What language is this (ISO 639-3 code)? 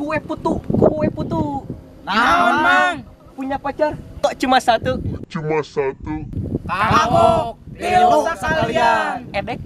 sun